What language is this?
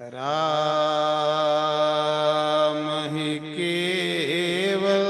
Dogri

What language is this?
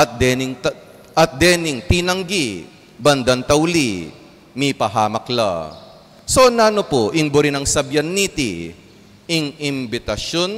Pampanga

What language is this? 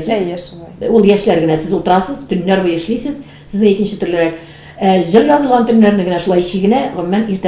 Tatar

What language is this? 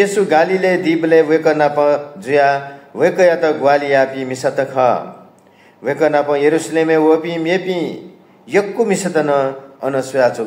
Newari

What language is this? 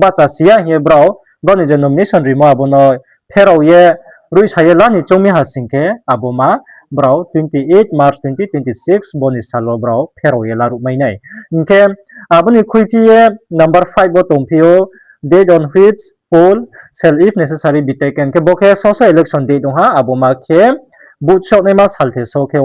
Riang (India)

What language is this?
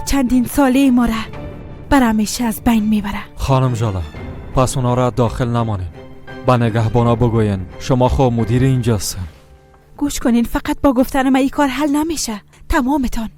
Persian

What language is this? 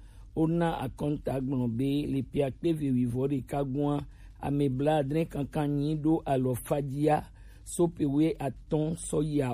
Gen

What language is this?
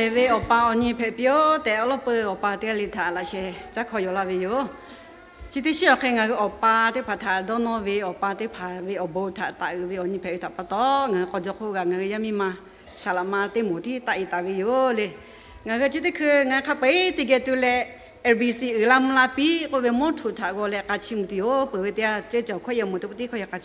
Lahu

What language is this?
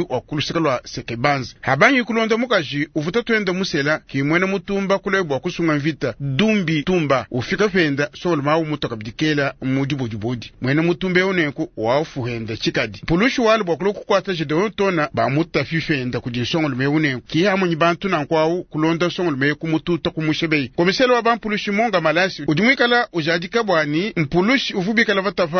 Luba-Lulua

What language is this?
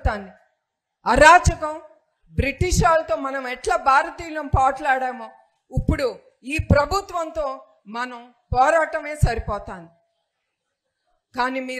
Telugu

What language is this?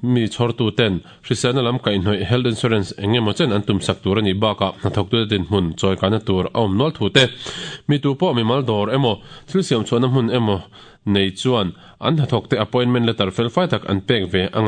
Mizo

